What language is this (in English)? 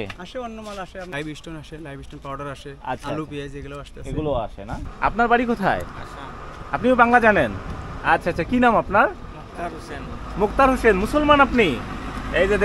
Bangla